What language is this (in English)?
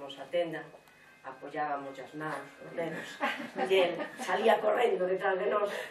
Galician